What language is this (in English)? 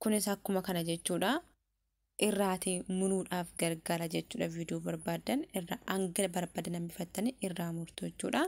Oromo